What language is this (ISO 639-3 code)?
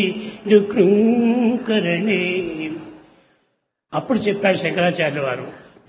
tel